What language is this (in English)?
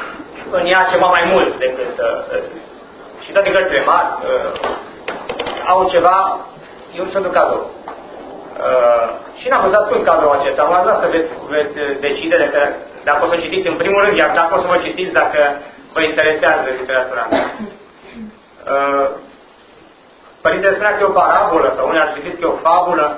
Romanian